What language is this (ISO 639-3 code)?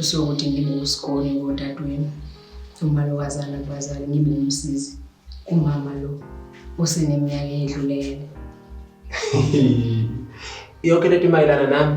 zul